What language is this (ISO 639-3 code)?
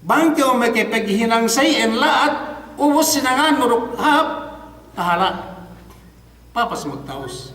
yka